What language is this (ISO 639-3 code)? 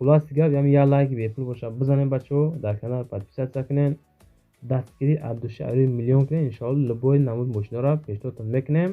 tgk